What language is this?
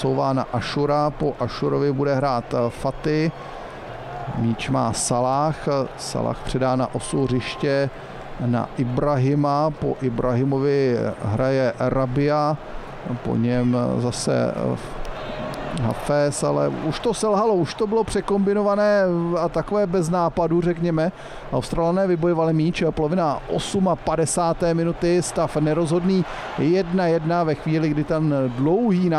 Czech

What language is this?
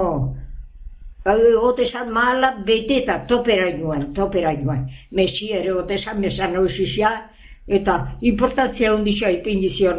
Basque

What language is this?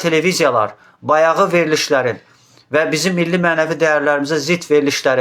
Azerbaijani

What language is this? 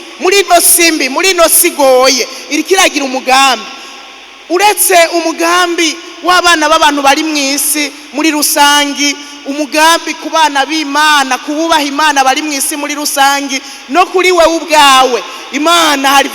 Rundi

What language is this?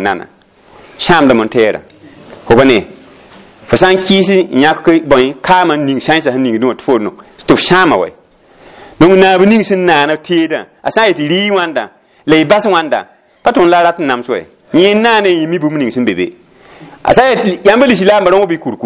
Mossi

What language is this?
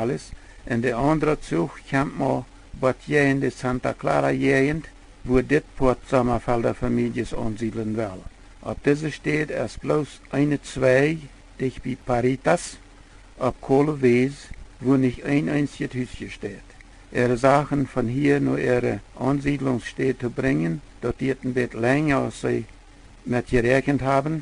Plautdietsch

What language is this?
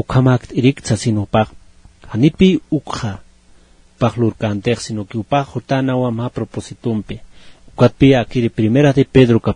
Aymara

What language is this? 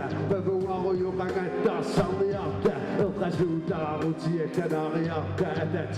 Kalaallisut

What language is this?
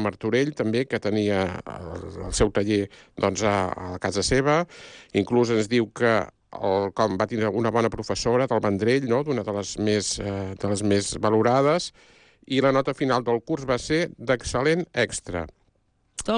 Catalan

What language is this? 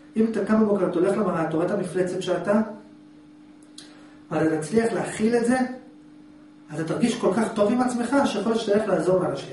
Hebrew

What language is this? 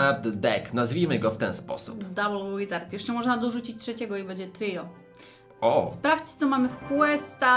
Polish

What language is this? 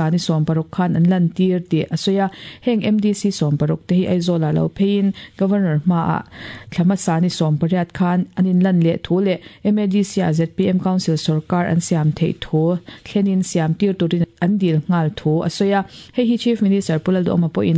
Mizo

